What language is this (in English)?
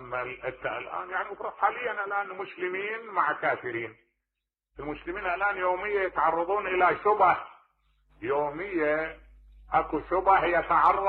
Mesopotamian Arabic